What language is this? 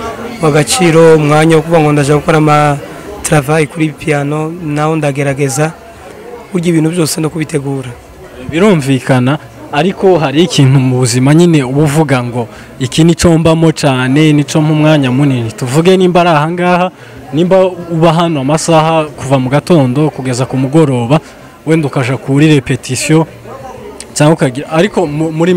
Kinyarwanda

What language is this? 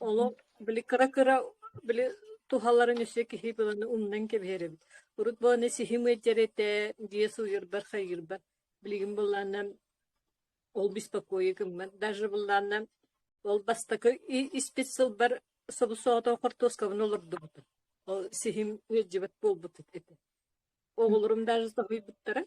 Yakut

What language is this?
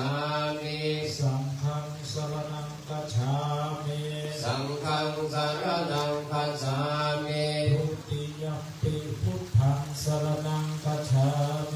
Pali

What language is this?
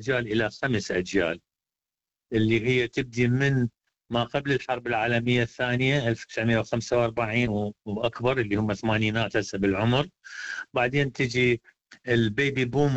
Arabic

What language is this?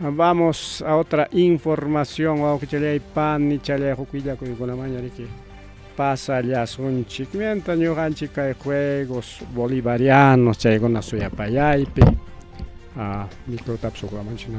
Ayacucho Quechua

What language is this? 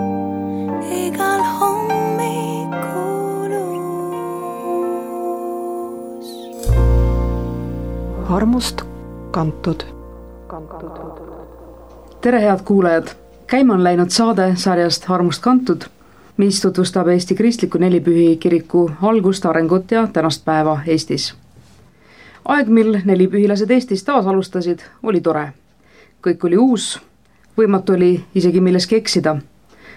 Estonian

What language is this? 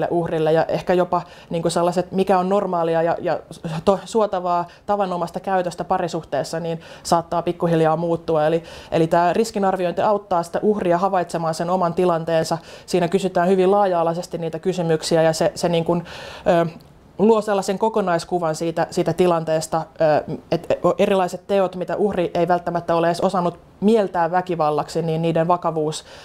Finnish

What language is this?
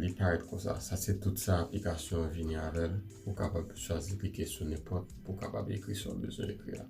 Haitian Creole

